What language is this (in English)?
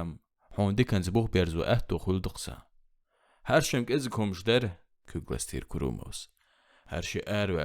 Chechen